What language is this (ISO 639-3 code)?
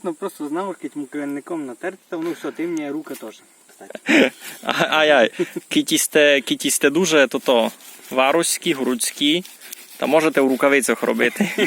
rue